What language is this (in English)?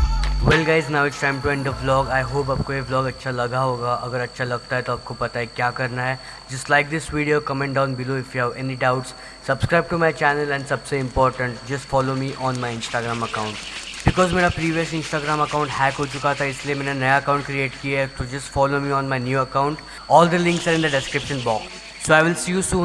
Hindi